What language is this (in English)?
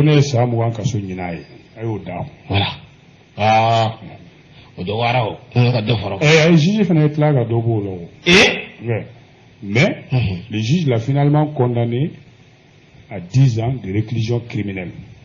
Bambara